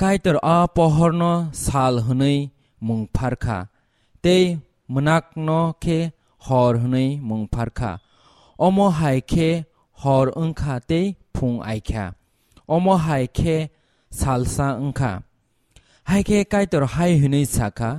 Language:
Kok Borok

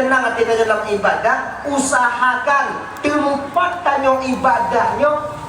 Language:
Achinese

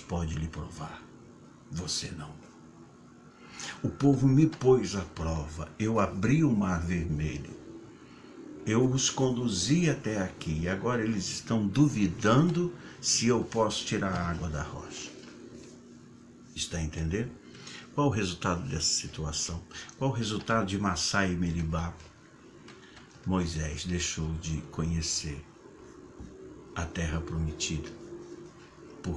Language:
Portuguese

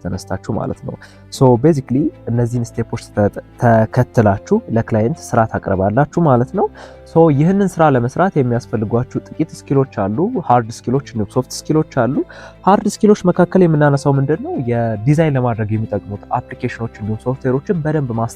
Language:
Amharic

